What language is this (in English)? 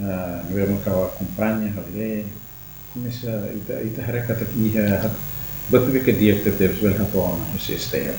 Tetum